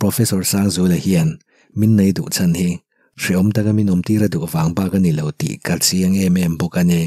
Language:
Mizo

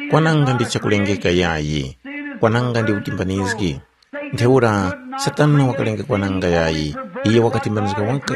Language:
Tumbuka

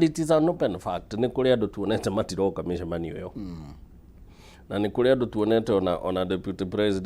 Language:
Kikuyu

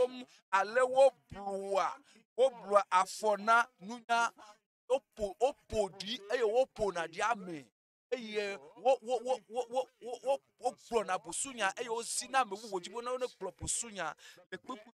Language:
Ewe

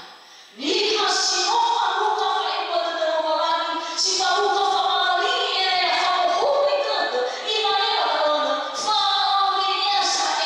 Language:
Nias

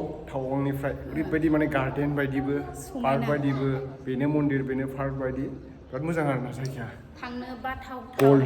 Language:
Bodo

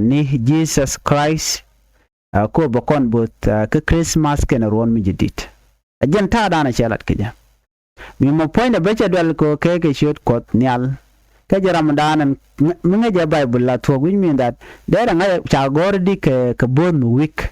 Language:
Nuer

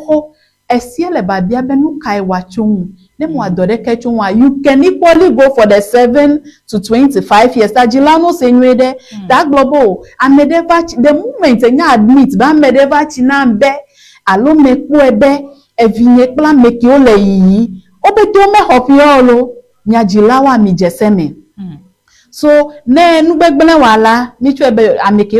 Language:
Ewe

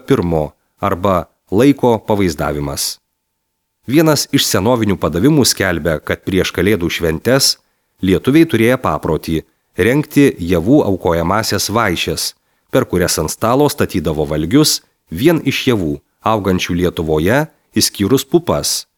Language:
Lithuanian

